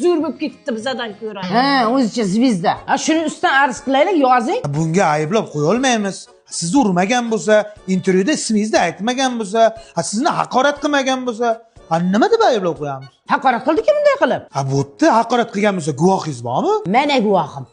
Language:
Uzbek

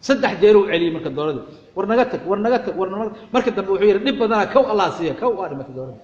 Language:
Somali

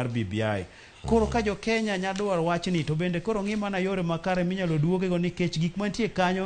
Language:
Luo (Kenya and Tanzania)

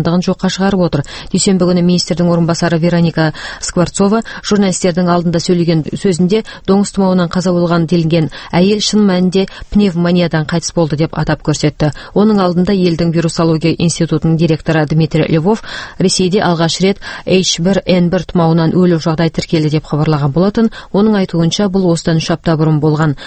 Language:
Kazakh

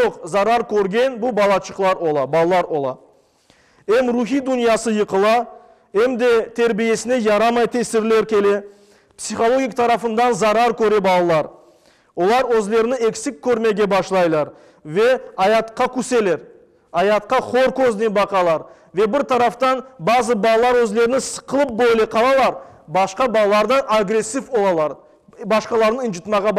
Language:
Crimean Tatar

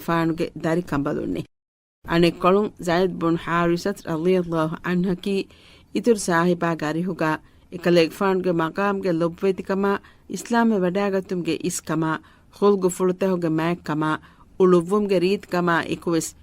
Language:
Divehi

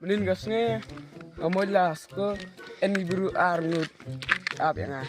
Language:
Khasi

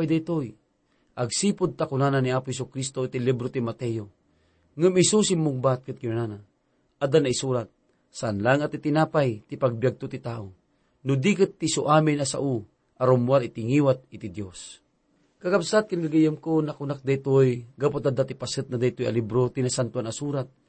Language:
Iloko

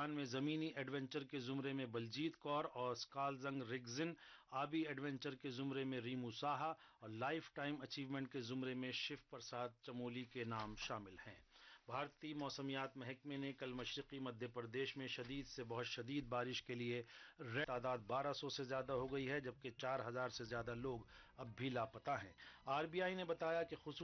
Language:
Urdu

